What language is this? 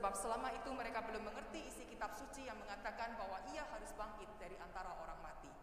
Indonesian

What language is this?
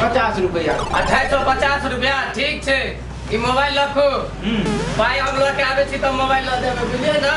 Maithili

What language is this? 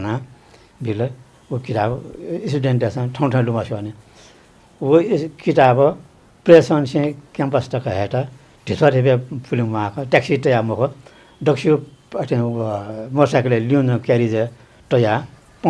Newari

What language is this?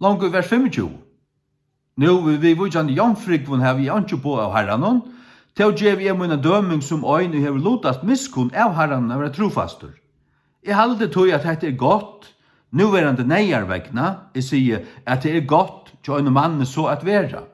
Faroese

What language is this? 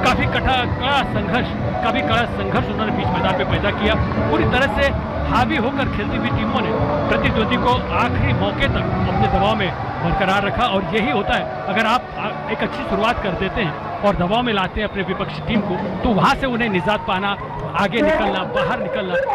Hindi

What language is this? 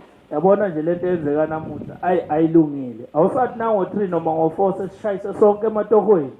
Zulu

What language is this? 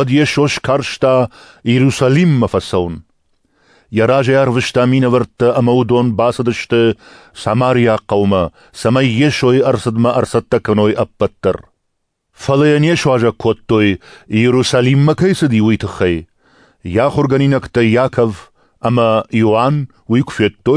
Ossetic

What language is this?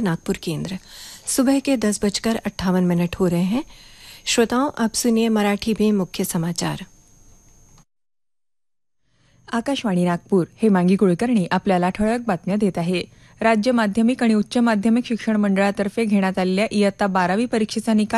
Marathi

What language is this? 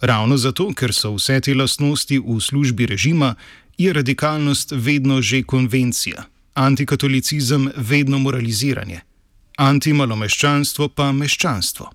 Slovenian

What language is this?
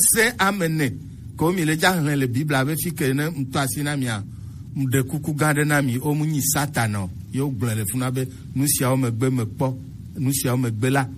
Gen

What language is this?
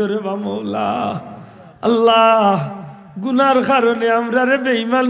Sylheti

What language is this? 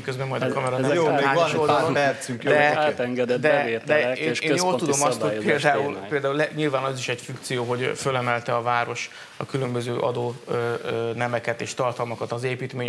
Hungarian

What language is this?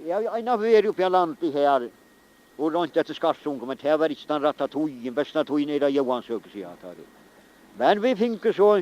Faroese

